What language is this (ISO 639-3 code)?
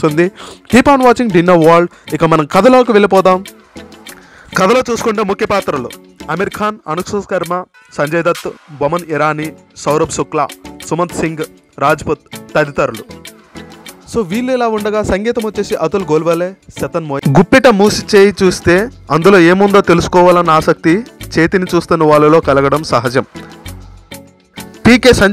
tel